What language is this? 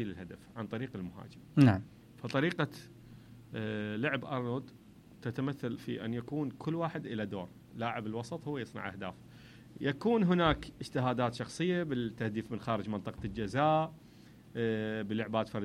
Mesopotamian Arabic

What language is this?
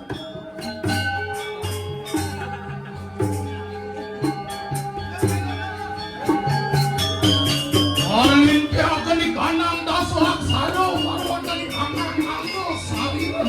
Balinese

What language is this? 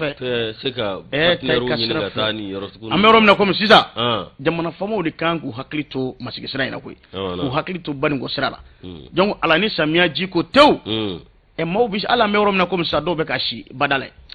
Bambara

